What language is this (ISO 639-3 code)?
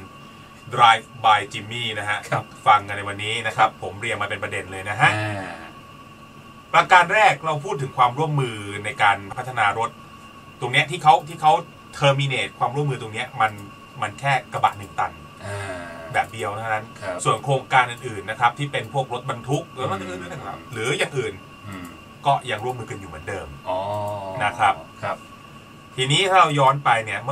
tha